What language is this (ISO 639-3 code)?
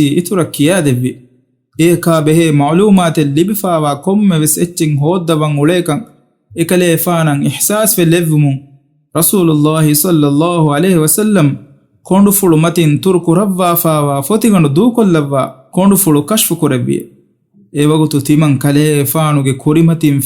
div